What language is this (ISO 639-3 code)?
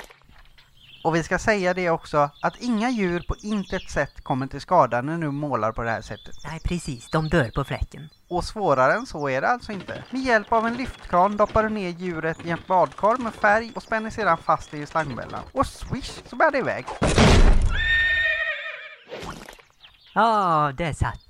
swe